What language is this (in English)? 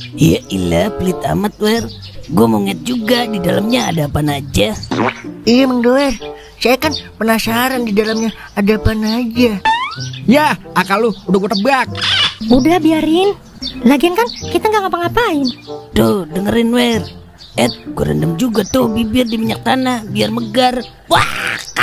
Betawi